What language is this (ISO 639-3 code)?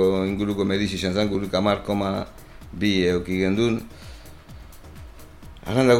eus